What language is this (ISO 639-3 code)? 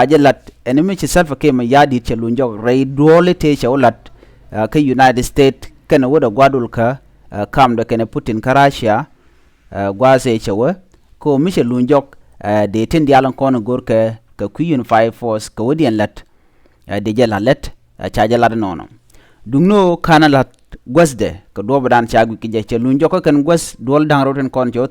nus